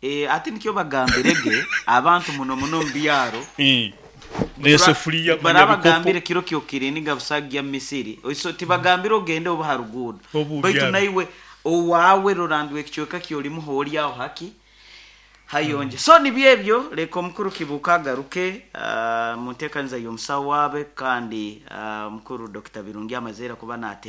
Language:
Nyoro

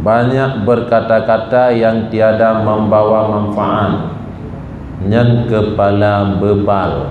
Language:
Achinese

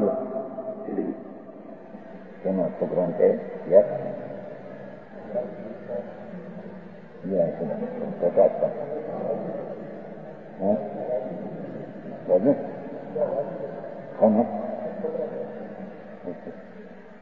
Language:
Gujarati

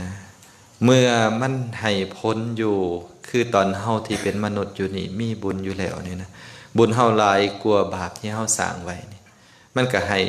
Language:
Lao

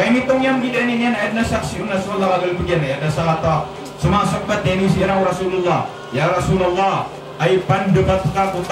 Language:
Maranao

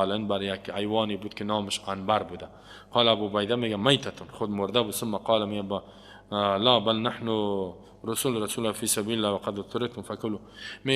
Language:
Persian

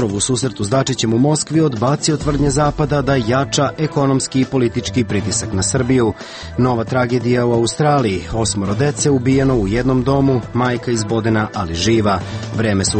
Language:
Serbian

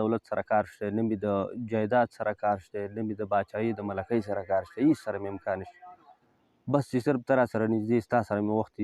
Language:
Pashto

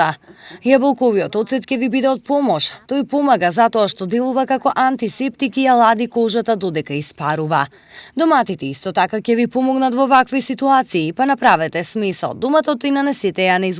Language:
Macedonian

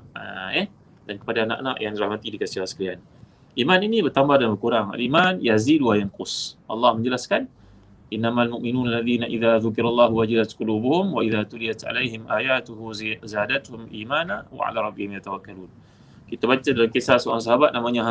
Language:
Malay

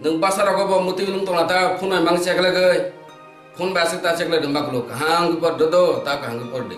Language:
Kok Borok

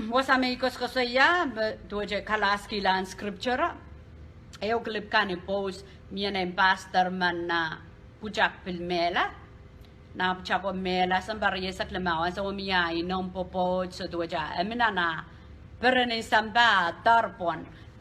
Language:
Pohnpeian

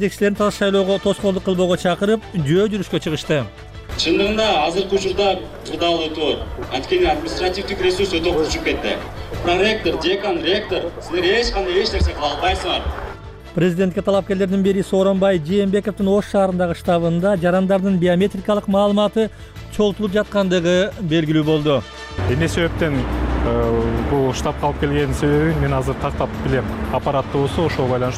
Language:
Kyrgyz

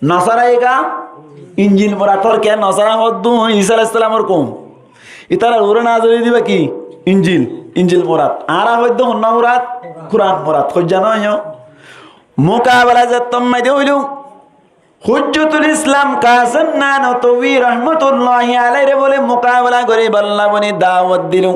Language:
Rohingya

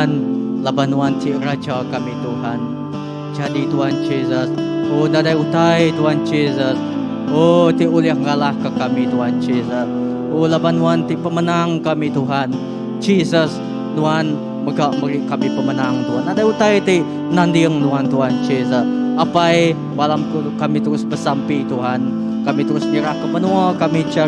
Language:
Iban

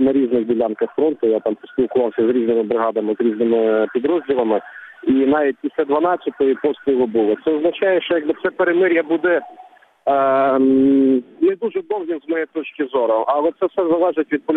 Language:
Ukrainian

